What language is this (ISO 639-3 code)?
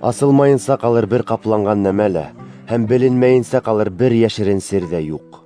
bak